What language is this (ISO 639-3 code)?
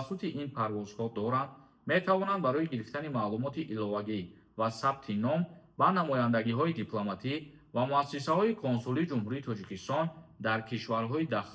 tgk